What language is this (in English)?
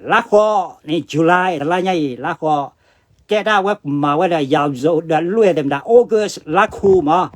S'gaw Karen